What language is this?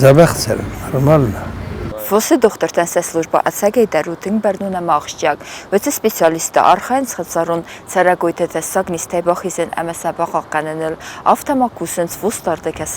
Ossetic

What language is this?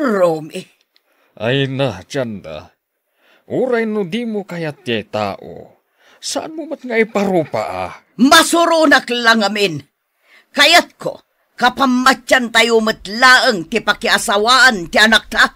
Iloko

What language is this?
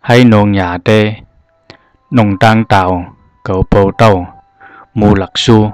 Zhuang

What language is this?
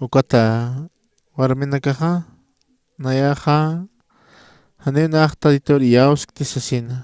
Aymara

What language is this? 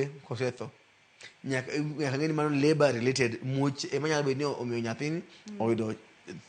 Luo (Kenya and Tanzania)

